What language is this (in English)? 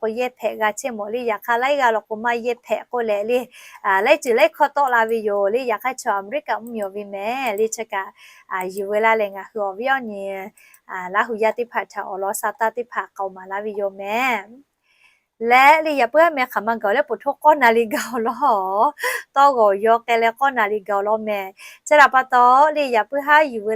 Lahu